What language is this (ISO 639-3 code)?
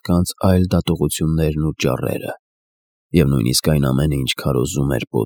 hye